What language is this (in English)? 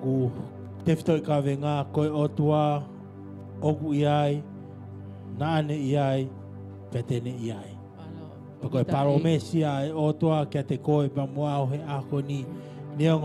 Tongan